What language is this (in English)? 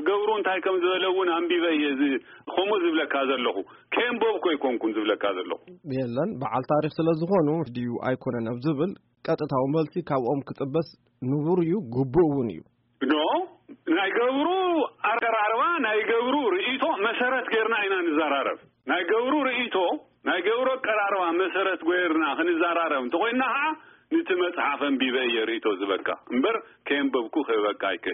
Tigrinya